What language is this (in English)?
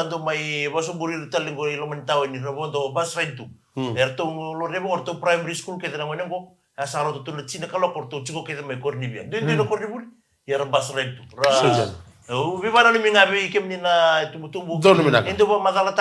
Fijian